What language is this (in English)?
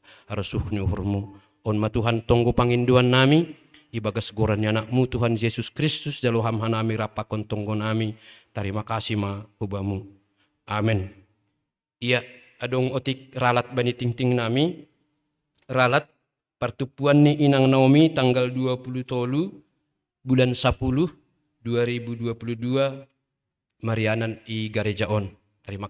Batak Simalungun